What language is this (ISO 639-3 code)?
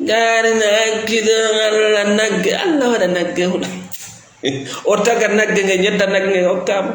ful